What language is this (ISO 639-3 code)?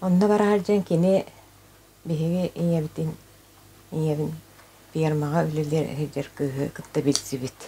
sah